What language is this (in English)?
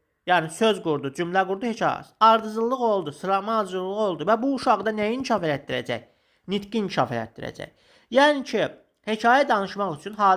Azerbaijani